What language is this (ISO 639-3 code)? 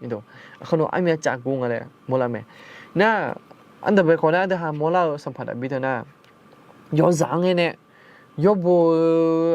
ahk